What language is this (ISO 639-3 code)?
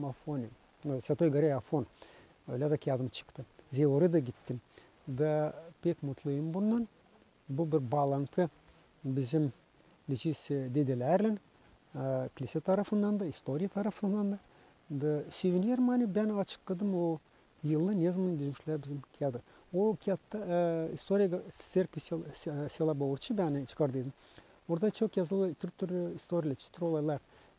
gag